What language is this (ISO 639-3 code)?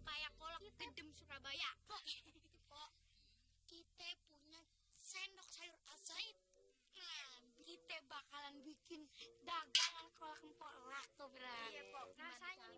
bew